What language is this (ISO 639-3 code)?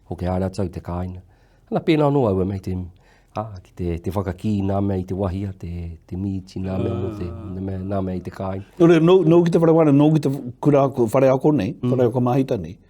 mri